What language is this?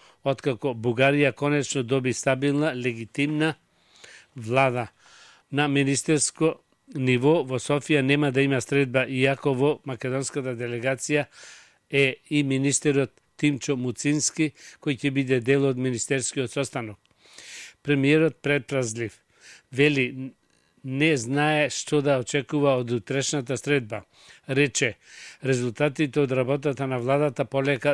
Macedonian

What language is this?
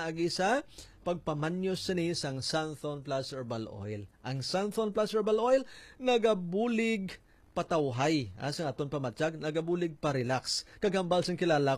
Hiligaynon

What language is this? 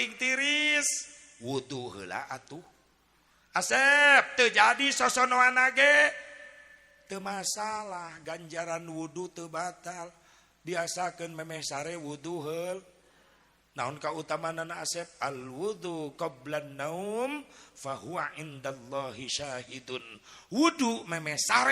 Sundanese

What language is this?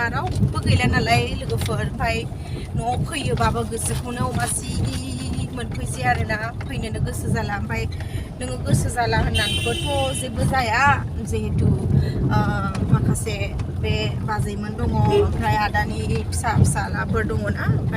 Bodo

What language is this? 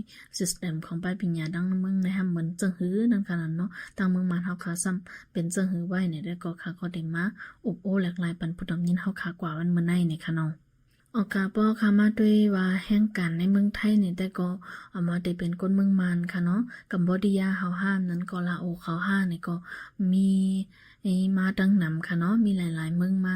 Shan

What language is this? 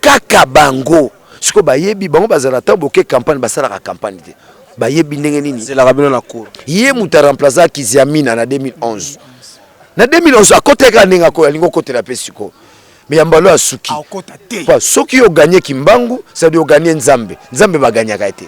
Lingala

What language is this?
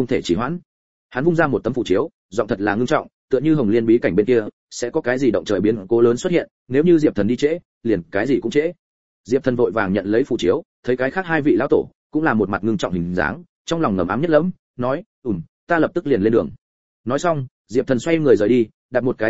Vietnamese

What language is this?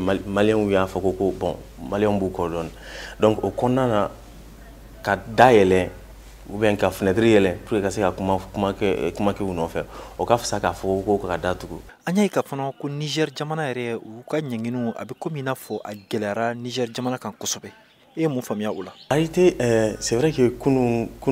Bambara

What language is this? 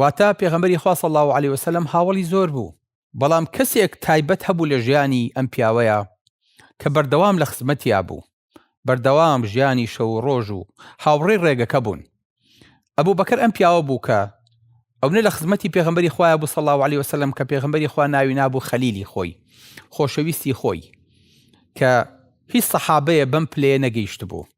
Central Kurdish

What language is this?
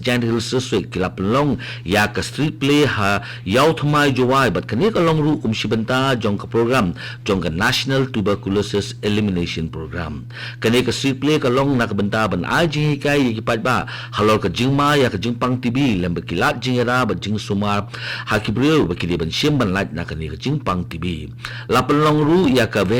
Khasi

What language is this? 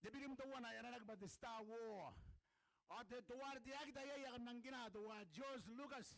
Gilbertese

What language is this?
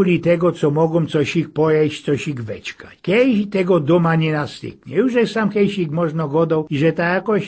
Silesian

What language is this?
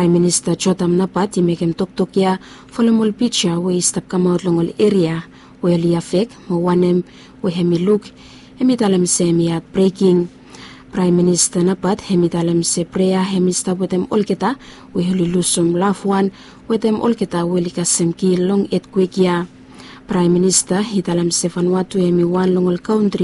Bislama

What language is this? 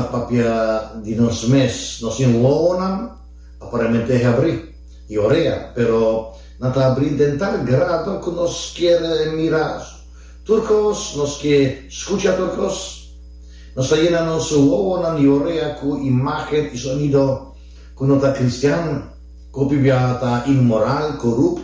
Papiamento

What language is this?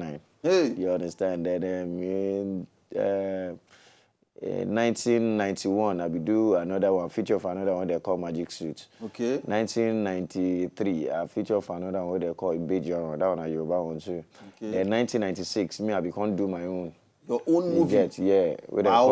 Nigerian Pidgin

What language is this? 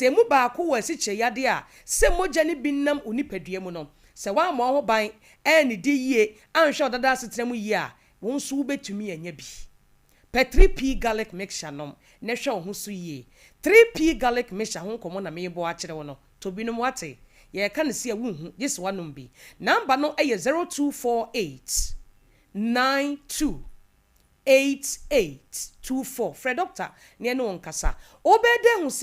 Akan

